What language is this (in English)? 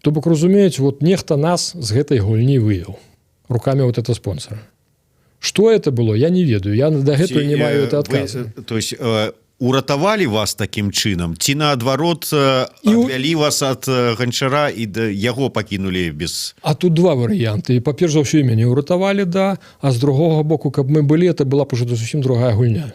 Belarusian